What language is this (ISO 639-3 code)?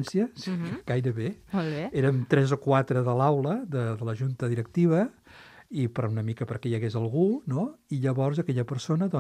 cat